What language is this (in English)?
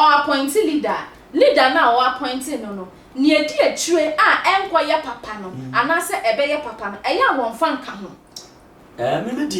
Akan